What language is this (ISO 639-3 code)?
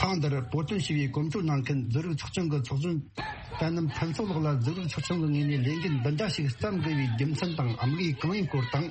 bod